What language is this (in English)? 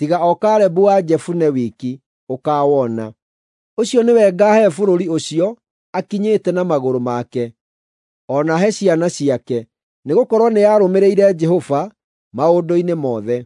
Kikuyu